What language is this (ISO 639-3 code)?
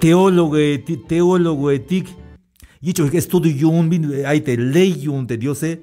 tzh